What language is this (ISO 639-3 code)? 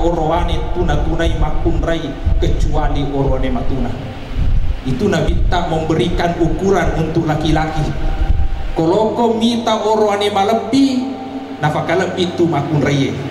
bug